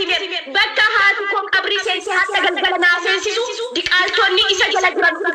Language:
Oromo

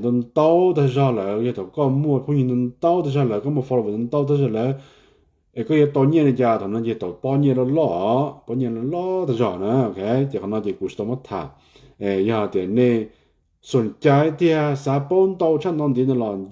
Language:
Hmong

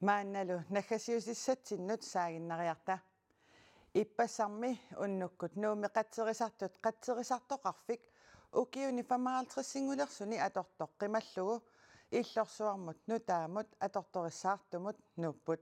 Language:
Kalaallisut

